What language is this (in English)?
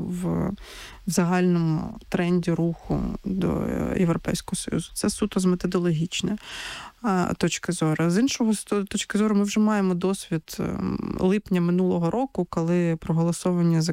Ukrainian